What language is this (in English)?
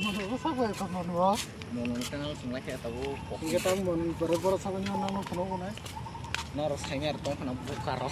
Kok Borok